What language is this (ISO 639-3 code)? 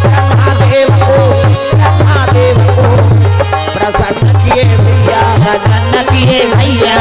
hne